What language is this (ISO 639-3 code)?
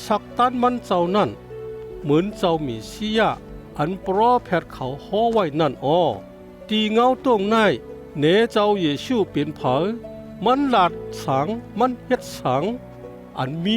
shn